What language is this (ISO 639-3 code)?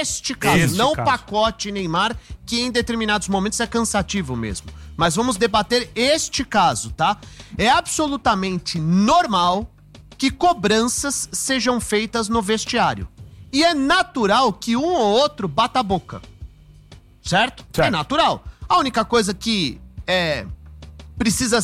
por